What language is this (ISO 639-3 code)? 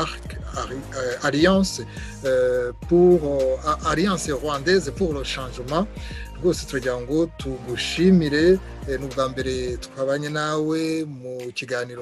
kin